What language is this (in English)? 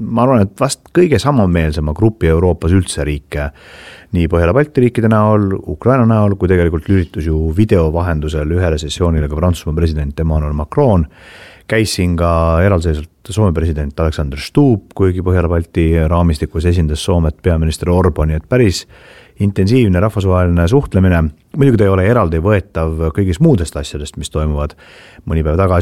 Estonian